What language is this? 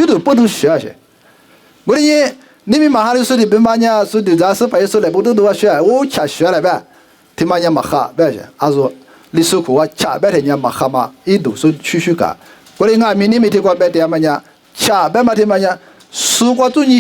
Lisu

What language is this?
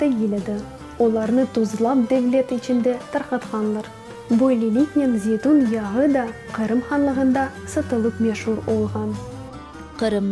Crimean Tatar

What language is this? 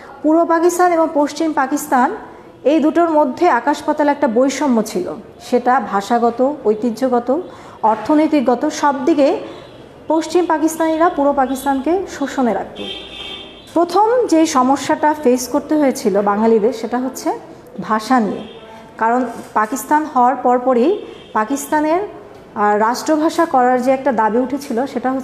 Bangla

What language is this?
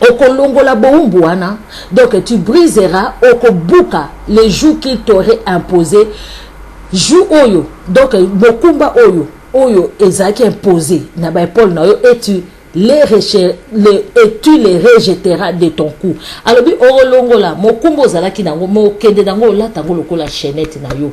Lingala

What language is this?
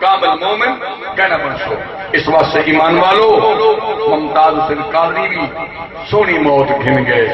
Saraiki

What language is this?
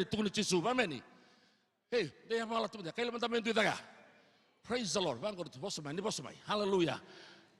Fijian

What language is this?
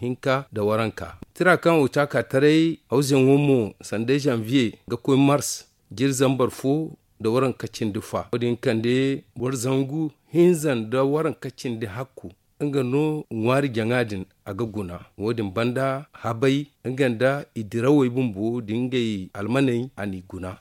Zarma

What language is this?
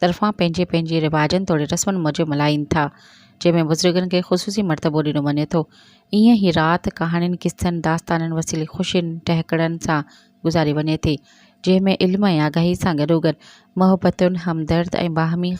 Sindhi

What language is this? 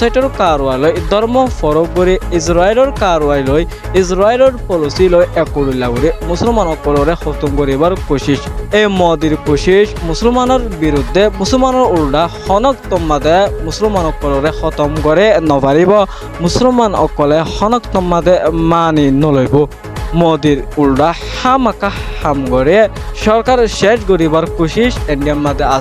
Rohingya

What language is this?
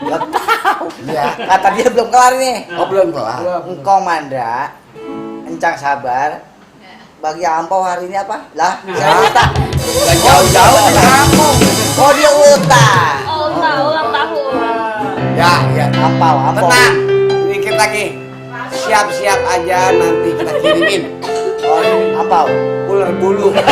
Betawi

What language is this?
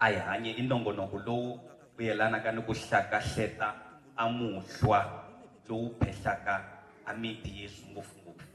Tsonga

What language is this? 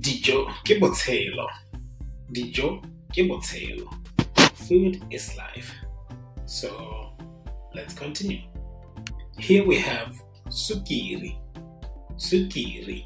Tswana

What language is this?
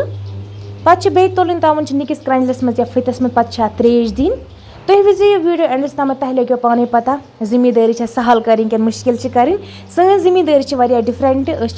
Kashmiri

